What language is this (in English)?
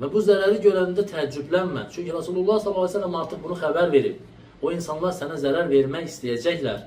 Azerbaijani